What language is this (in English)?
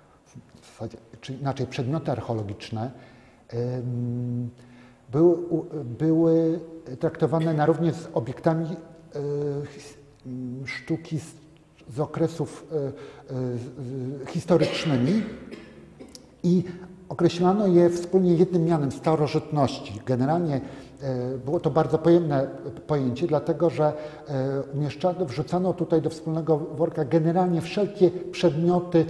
Polish